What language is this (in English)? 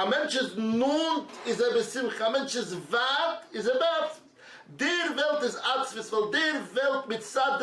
Yiddish